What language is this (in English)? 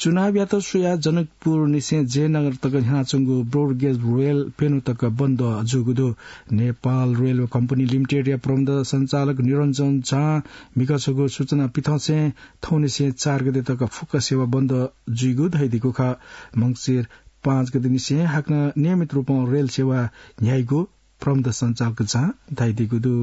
Newari